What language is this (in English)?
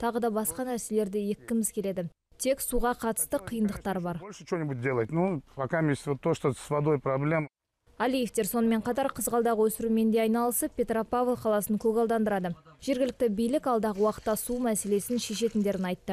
Kazakh